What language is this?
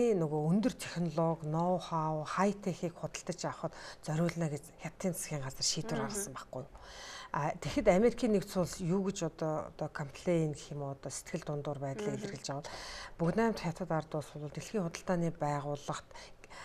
Mongolian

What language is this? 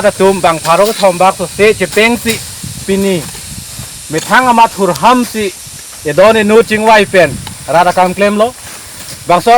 Karbi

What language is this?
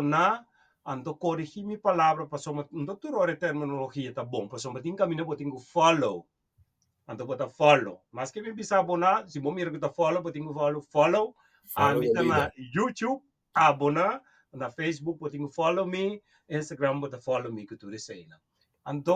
Papiamento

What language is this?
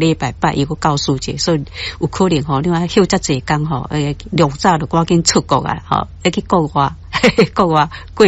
Min Nan Chinese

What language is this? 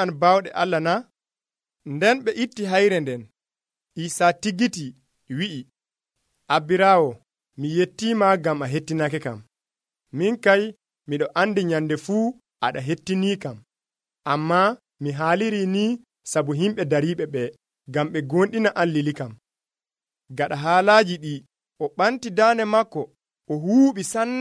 Nigerian Fulfulde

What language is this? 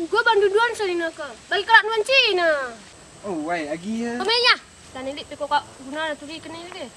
Batak Karo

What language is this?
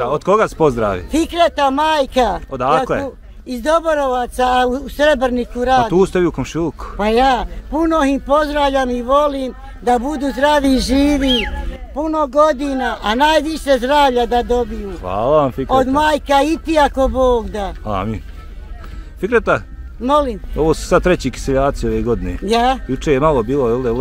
Bosnian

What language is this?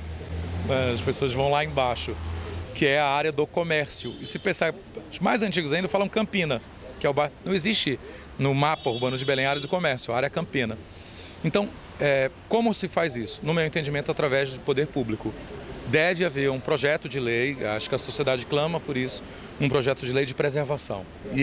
Portuguese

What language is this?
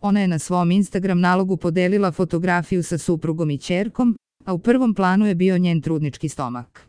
Serbian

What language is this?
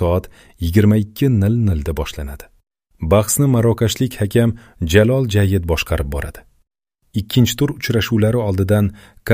Uzbek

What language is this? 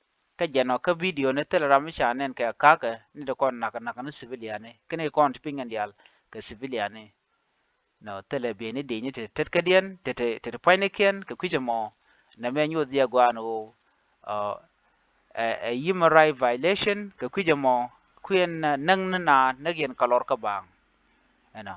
Nuer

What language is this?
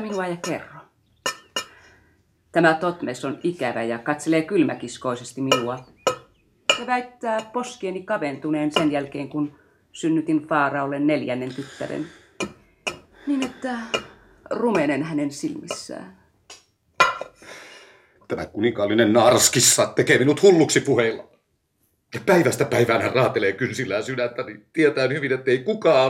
Finnish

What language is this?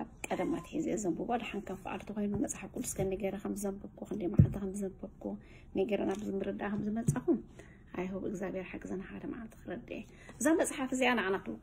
Tigrinya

